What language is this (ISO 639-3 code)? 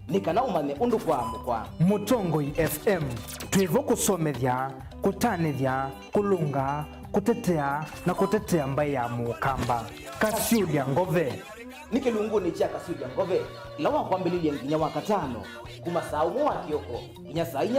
kam